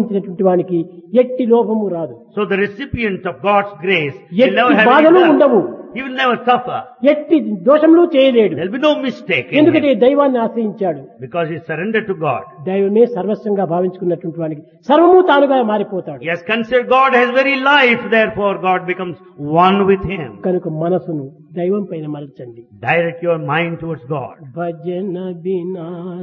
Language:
Telugu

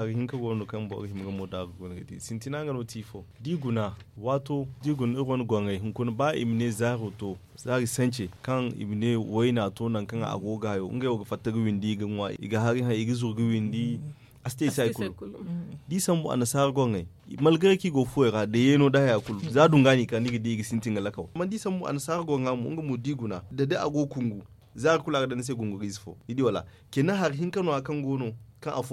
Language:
Zarma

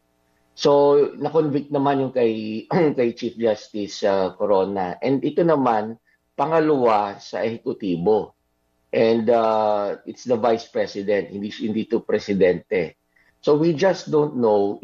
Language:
Filipino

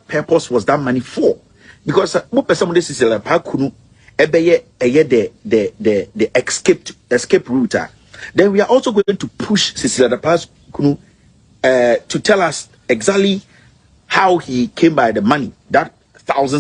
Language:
Akan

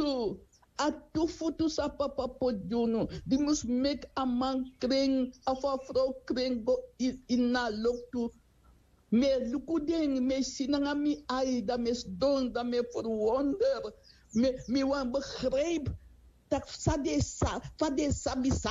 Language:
Sranan Tongo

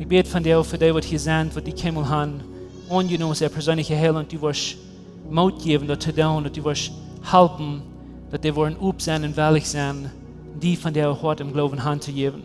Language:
Plautdietsch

